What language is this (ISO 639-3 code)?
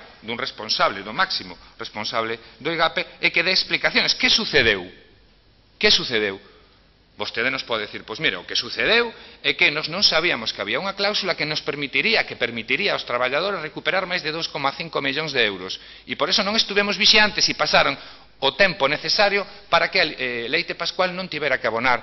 glg